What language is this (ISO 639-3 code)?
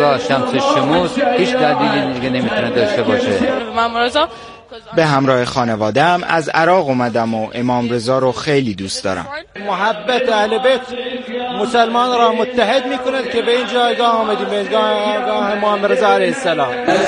fas